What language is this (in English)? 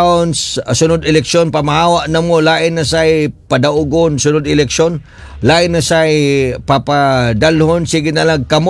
Cebuano